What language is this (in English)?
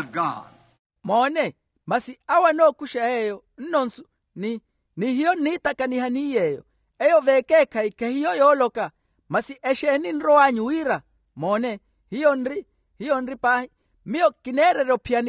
Makhuwa